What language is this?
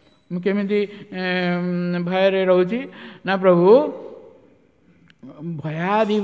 Odia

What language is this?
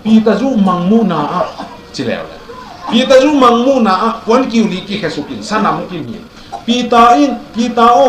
Tedim Chin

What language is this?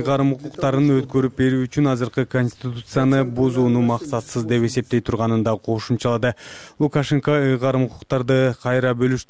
Kyrgyz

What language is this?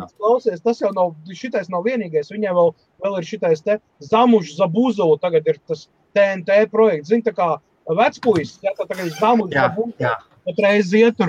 Latvian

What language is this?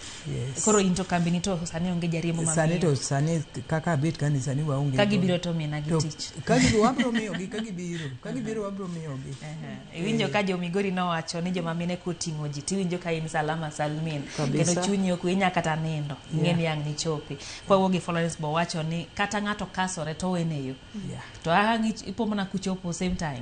Luo (Kenya and Tanzania)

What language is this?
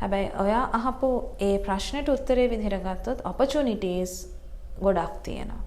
Sinhala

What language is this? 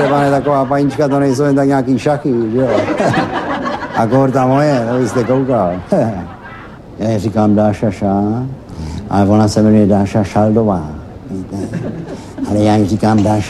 Czech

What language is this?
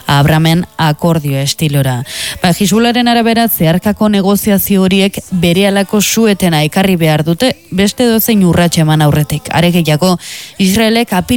Basque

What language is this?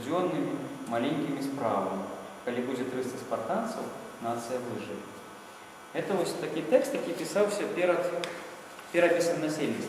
Belarusian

